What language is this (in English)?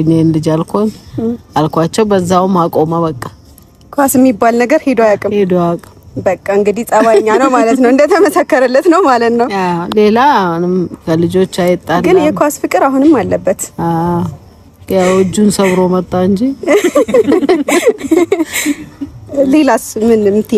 Amharic